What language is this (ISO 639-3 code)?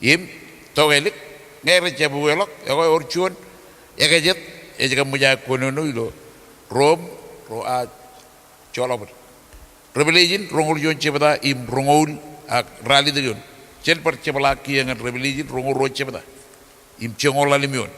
mah